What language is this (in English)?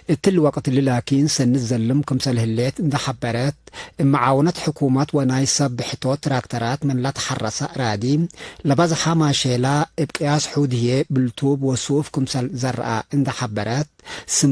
Tigre